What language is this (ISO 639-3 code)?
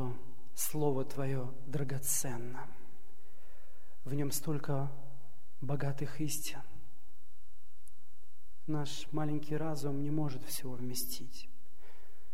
rus